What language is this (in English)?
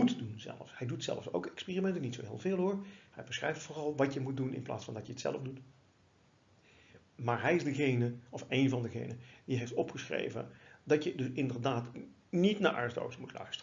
Dutch